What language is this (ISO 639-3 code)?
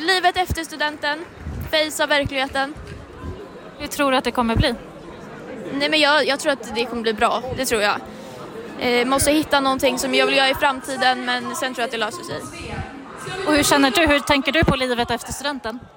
swe